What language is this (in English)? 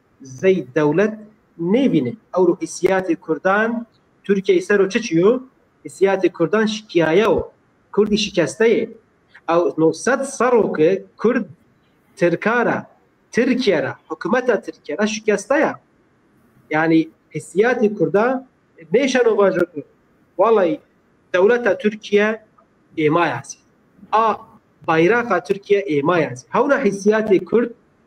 Zaza